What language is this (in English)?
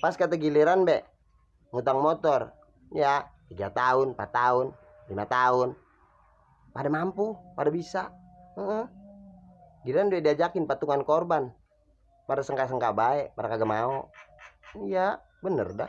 Betawi